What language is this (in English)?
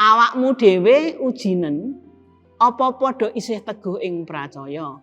Javanese